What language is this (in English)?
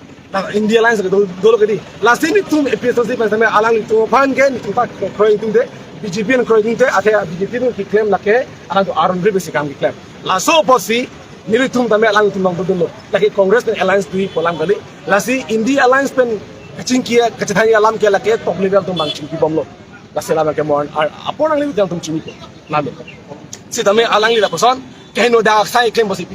Karbi